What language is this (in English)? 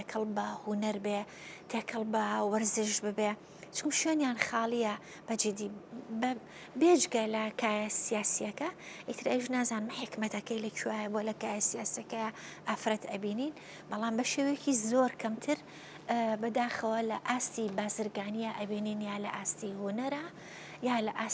Central Kurdish